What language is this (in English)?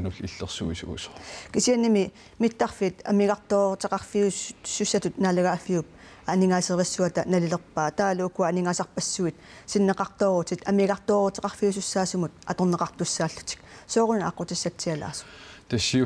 Kalaallisut